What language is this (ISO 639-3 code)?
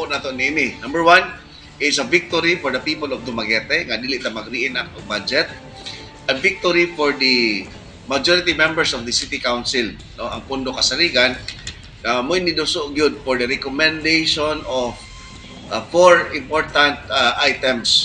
ceb